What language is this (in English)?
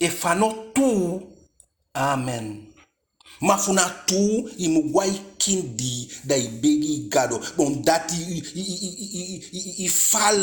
Eastern Maroon Creole